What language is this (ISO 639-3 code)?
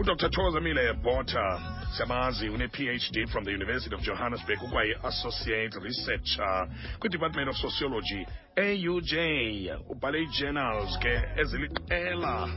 xho